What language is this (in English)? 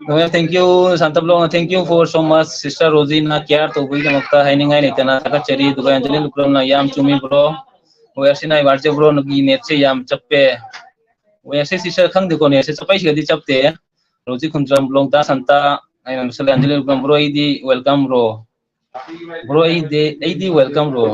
Manipuri